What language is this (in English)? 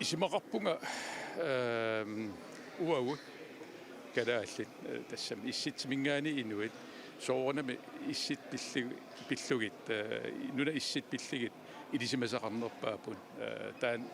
Kalaallisut